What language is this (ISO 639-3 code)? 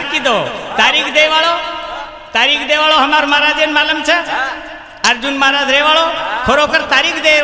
lmn